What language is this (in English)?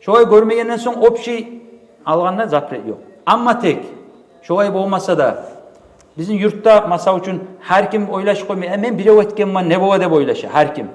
Kumyk